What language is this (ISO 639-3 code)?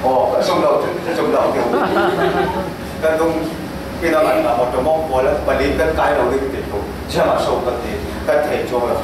cfm